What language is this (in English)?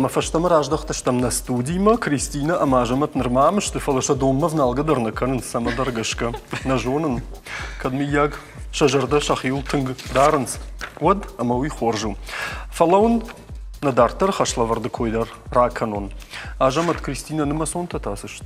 Ossetic